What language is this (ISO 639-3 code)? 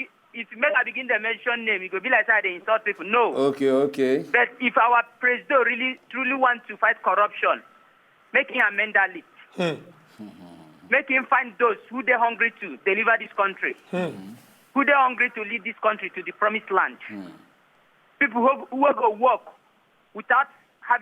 pcm